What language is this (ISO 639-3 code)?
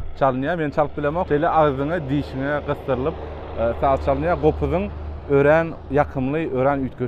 tuk